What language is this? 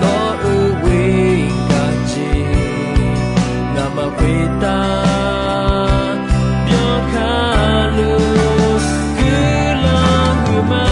Akha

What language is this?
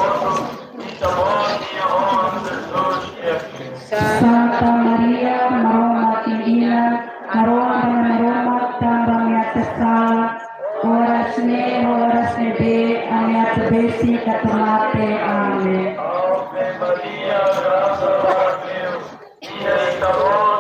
Tetum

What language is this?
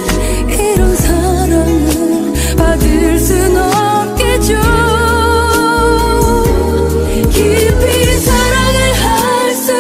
Korean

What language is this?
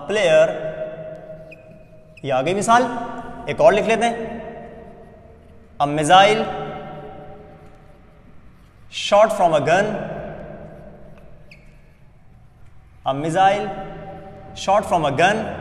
Hindi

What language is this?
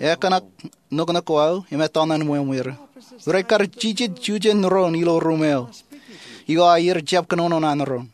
Marshallese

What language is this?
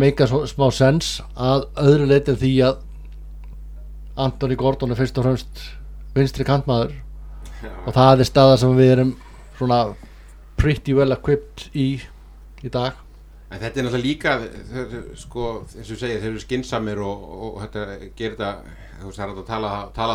Icelandic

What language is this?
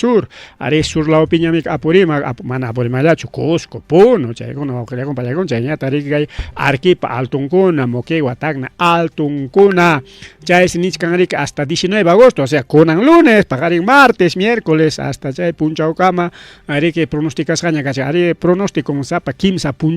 Ayacucho Quechua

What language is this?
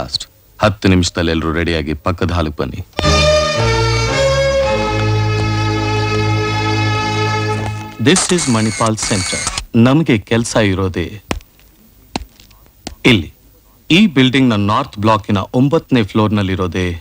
Kannada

